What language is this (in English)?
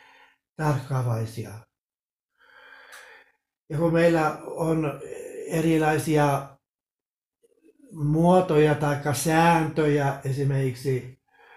Finnish